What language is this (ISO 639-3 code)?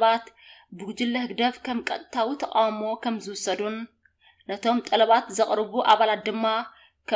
tir